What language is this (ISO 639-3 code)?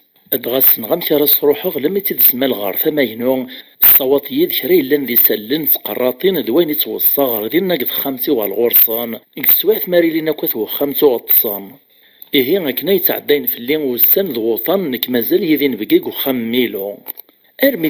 kab